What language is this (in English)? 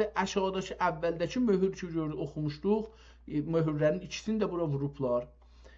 South Azerbaijani